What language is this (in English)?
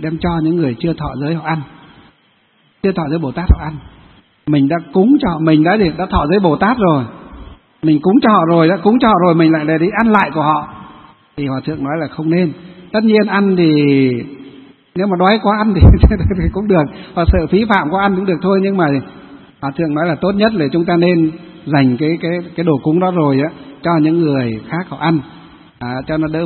Vietnamese